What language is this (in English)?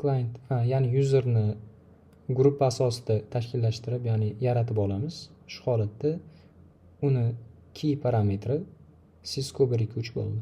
Uzbek